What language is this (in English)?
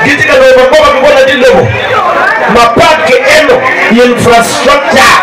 Acoli